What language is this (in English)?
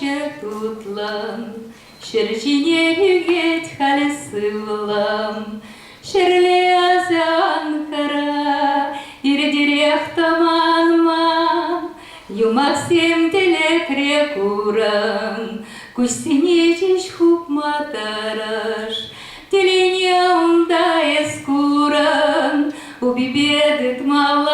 Chuvash